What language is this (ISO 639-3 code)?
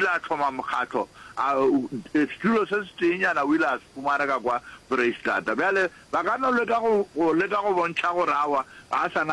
nso